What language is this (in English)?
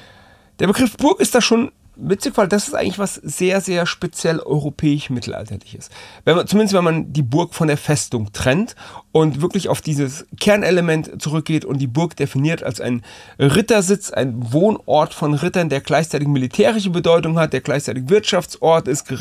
German